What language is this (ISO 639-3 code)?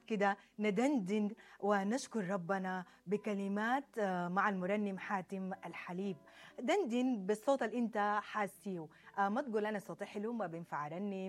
apd